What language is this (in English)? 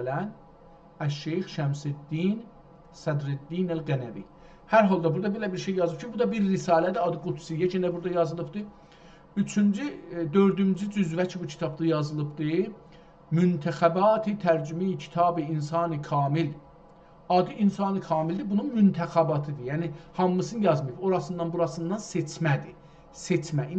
South Azerbaijani